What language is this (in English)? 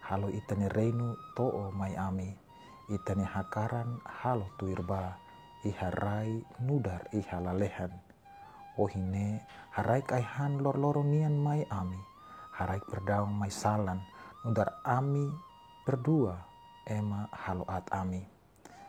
Tetum